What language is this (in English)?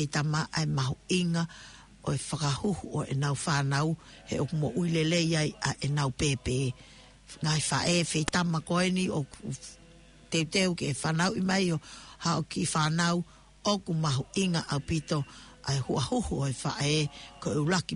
Tongan